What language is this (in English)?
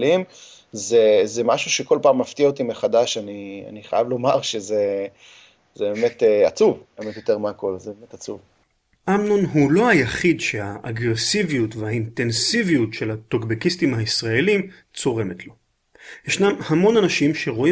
Hebrew